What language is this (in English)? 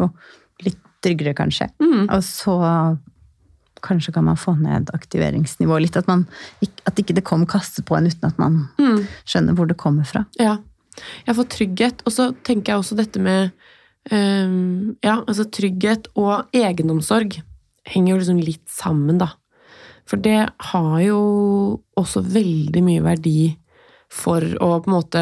Norwegian